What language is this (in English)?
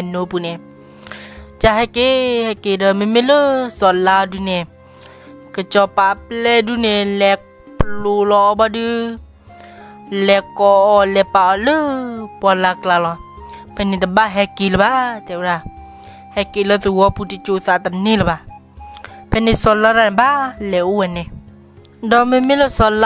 S'gaw Karen